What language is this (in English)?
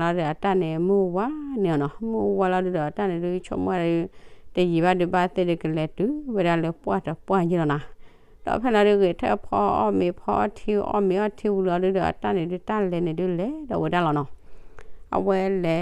S'gaw Karen